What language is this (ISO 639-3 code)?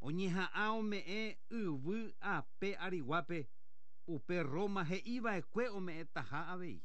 grn